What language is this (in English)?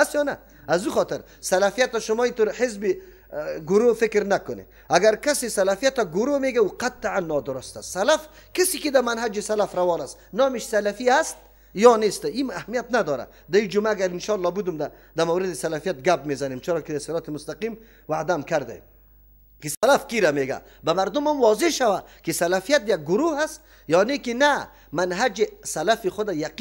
Persian